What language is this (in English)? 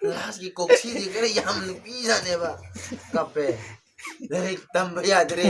Manipuri